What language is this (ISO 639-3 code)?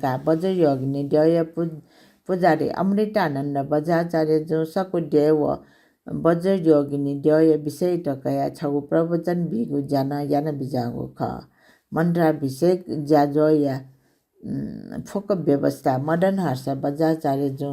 new